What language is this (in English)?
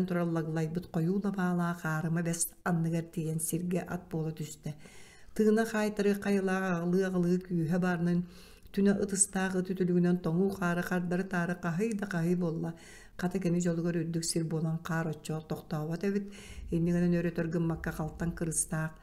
Yakut